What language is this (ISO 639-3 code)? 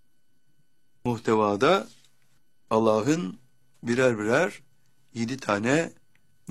tur